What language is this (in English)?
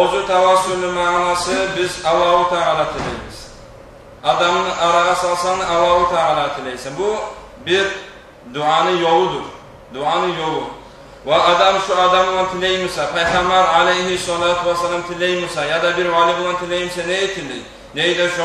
Kumyk